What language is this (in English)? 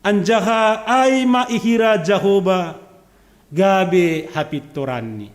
Batak Simalungun